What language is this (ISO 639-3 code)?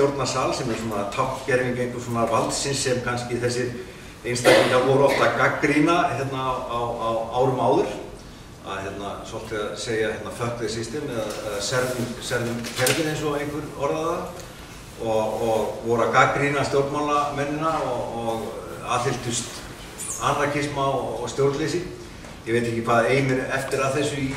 isl